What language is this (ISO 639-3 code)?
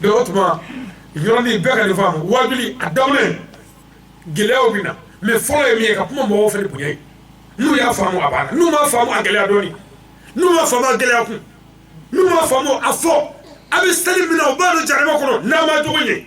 bam